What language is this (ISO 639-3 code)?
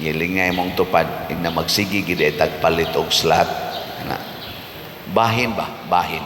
ceb